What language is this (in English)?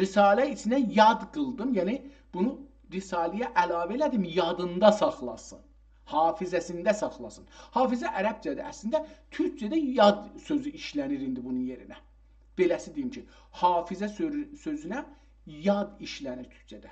South Azerbaijani